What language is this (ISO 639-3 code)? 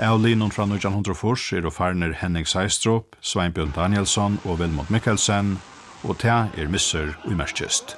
fao